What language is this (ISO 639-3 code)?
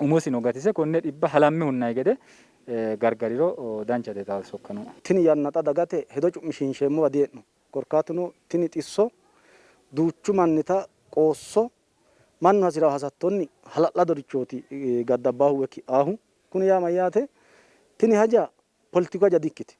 sid